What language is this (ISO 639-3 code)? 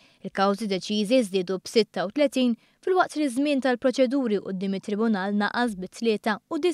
mlt